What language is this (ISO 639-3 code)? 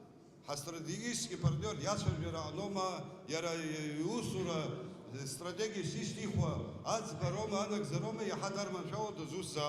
abk